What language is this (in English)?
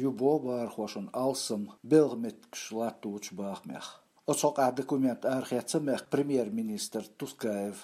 Latvian